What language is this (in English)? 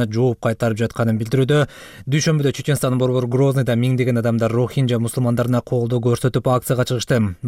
Kyrgyz